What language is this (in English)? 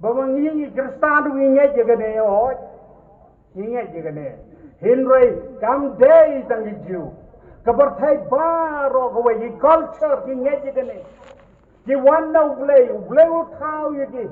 Khasi